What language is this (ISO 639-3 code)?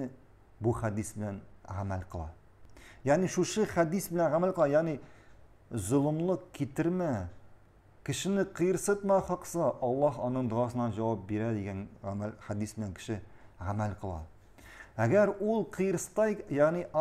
tat